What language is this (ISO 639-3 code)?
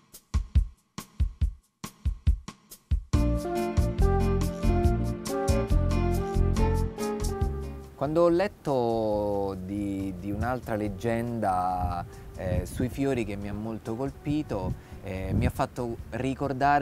ita